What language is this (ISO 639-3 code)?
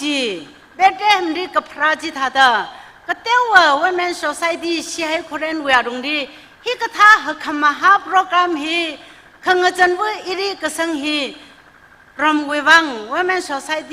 nmf